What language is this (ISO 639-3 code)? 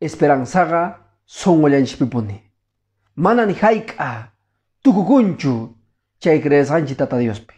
que